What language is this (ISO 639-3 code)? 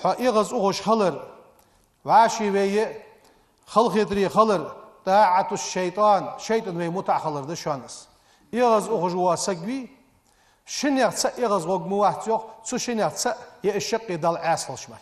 inh